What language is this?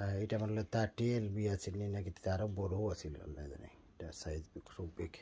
Sylheti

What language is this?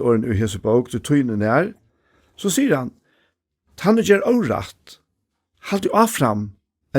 Faroese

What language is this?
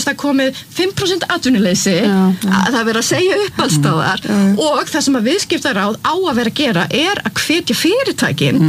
Icelandic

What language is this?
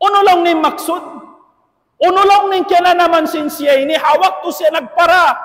Tausug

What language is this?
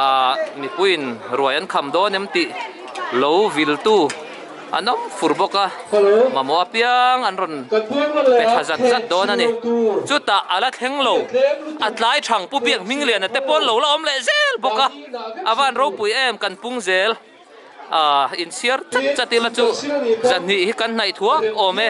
Mizo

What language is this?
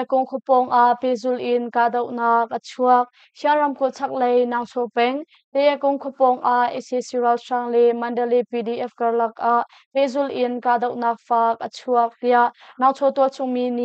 Hakha Chin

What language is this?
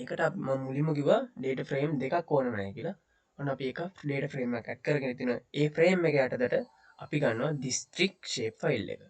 Sinhala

